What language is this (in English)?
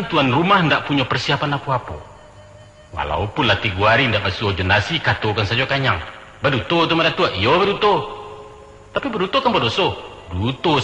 Minangkabau